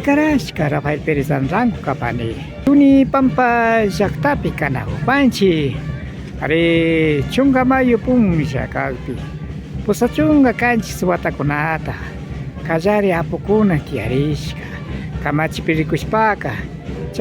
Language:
Imbabura Highland Quichua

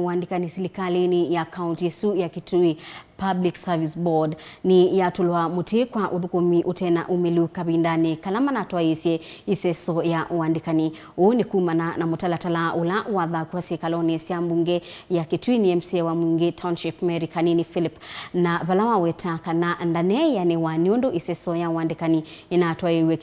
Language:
Kamba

